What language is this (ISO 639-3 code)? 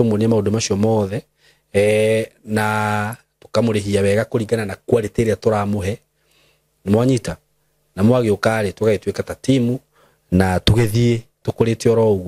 kik